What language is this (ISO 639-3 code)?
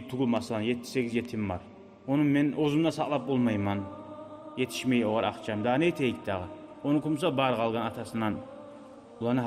kum